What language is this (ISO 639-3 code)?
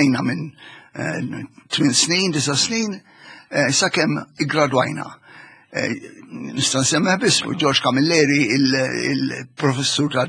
mlt